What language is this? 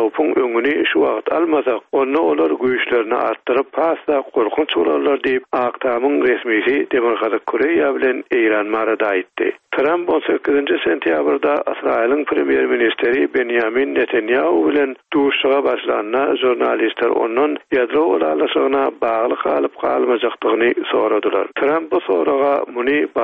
Turkmen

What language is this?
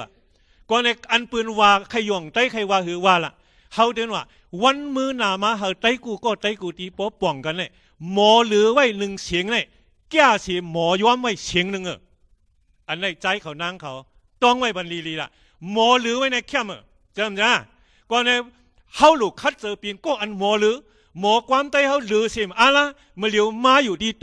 Shan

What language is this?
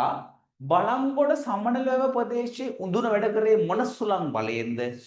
Sinhala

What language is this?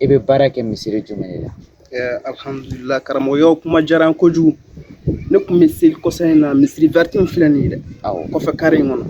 Bambara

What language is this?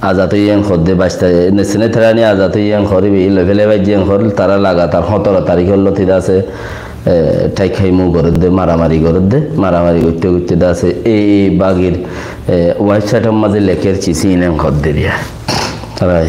Rohingya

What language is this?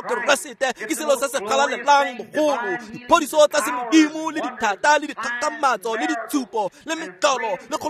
Tswana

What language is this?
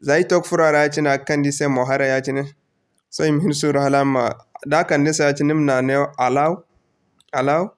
Zarma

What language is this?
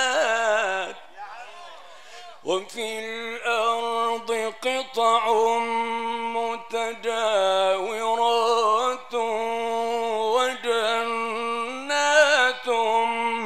Arabic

